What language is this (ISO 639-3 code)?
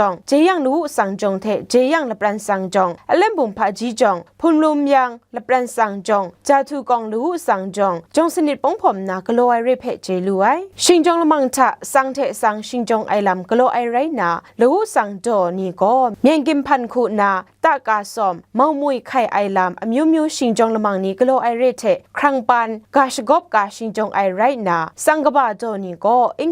kac